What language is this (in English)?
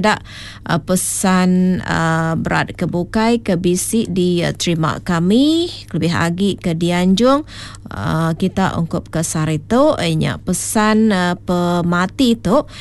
Iban